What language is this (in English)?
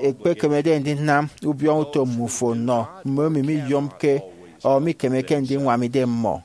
Efik